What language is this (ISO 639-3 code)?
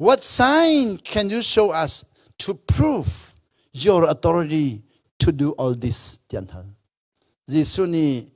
cnh